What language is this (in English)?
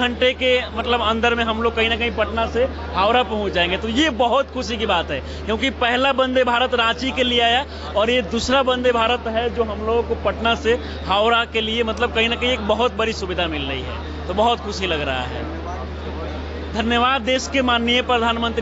Hindi